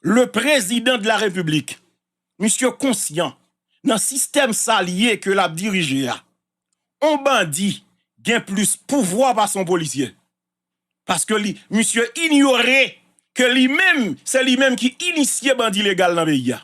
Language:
Haitian Creole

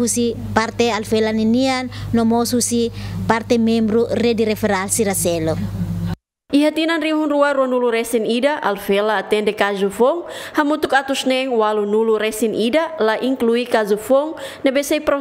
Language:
Tetum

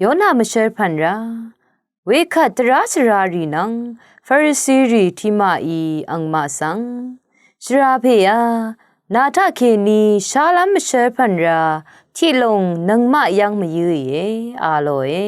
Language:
Rawang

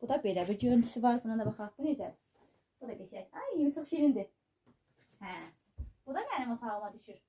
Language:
Azerbaijani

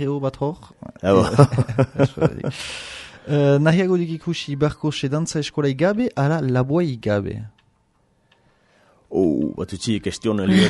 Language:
Basque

